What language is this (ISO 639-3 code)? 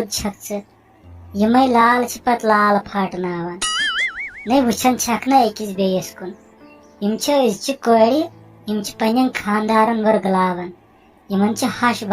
kas